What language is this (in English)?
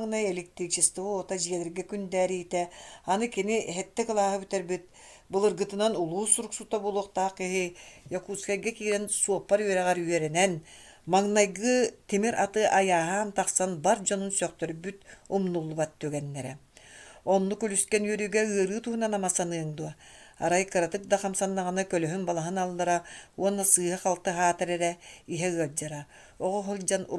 Yakut